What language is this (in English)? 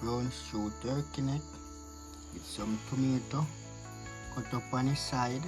Jamaican Creole English